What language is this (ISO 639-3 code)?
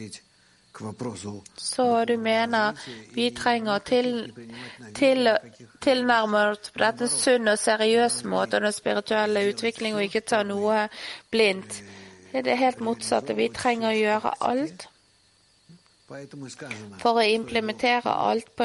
nor